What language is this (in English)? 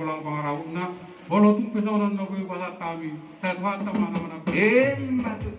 Batak Toba